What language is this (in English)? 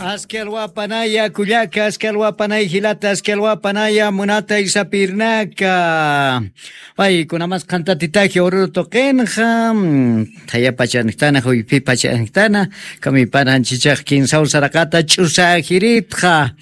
Aymara